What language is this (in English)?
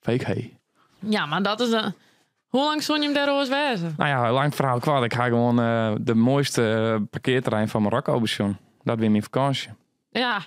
Western Frisian